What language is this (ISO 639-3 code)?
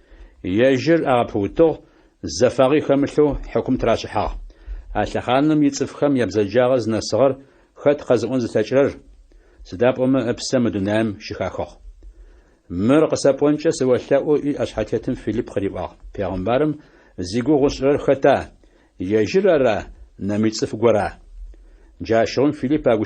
ady